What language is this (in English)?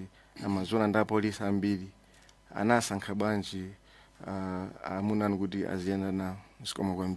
Nyanja